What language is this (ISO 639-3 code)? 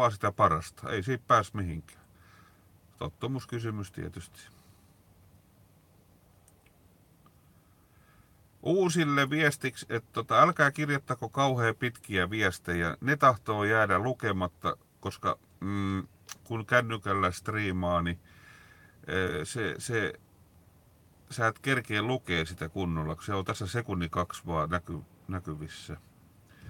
fin